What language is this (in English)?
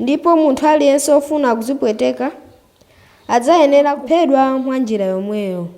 Nyanja